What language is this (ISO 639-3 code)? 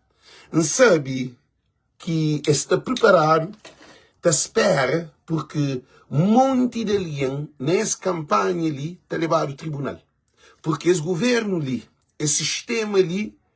kea